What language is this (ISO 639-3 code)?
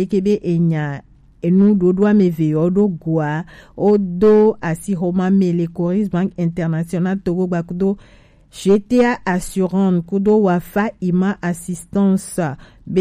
gej